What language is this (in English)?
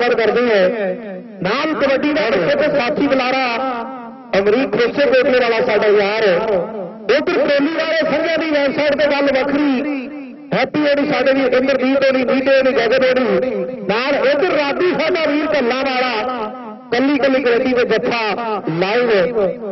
Punjabi